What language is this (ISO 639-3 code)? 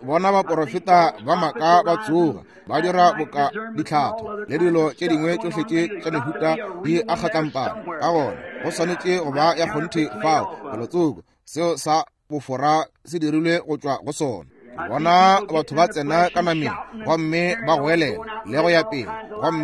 nso